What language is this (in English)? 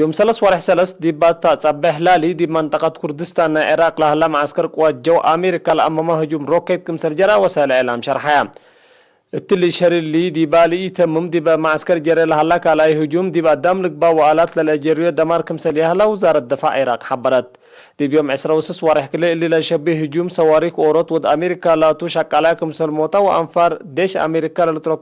Tigre